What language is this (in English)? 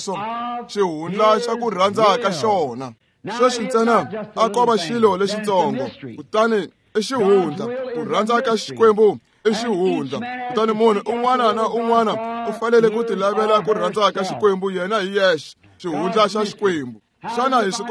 Tsonga